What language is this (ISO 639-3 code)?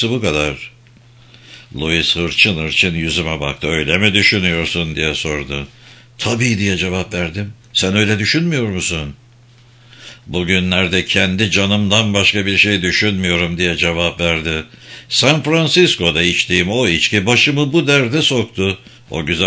tur